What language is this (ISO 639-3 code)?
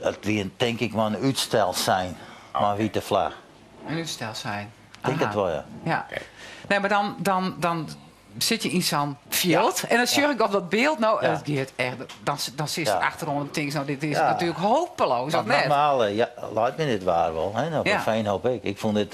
fry